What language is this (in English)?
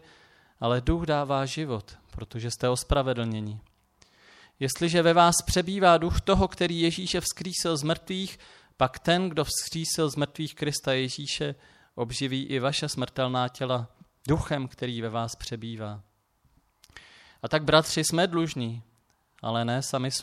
Czech